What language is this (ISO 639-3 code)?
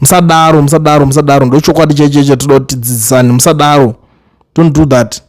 sna